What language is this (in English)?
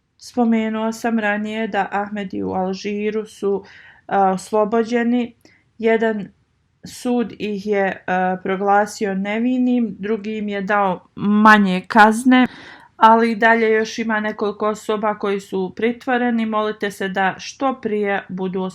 Bosnian